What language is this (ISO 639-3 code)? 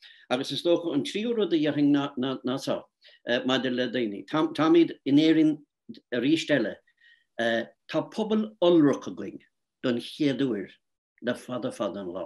gle